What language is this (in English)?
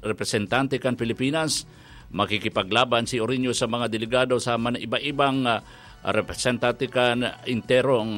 Bikol